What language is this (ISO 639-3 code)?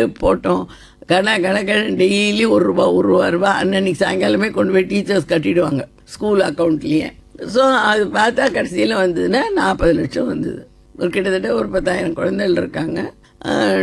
tam